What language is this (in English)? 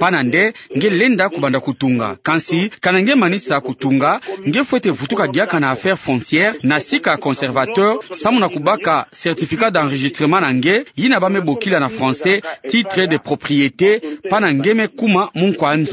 Kituba (Democratic Republic of Congo)